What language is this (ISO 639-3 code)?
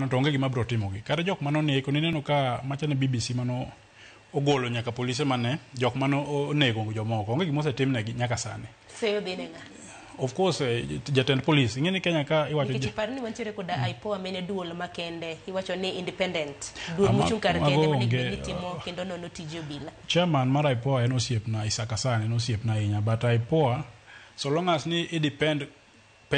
luo